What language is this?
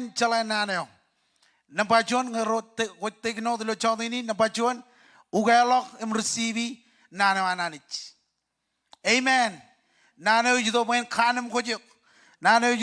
Marshallese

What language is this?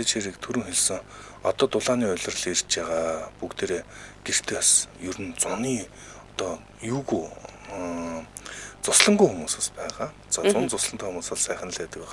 Mongolian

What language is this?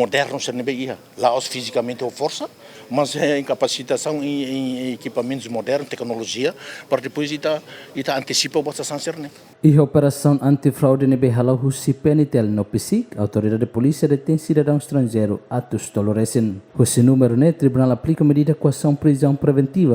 Tetum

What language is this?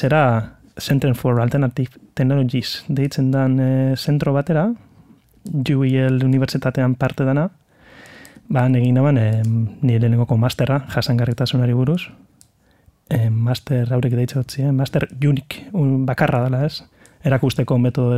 Basque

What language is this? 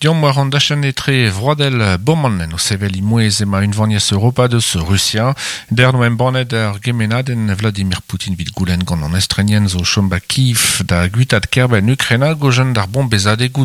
Breton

